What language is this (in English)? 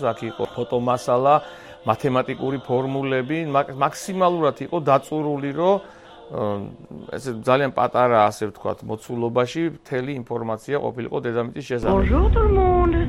Georgian